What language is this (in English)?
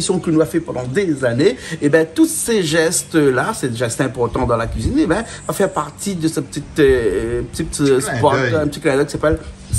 Réunion Creole French